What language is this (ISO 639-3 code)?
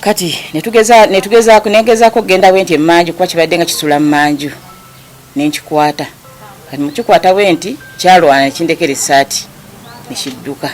lug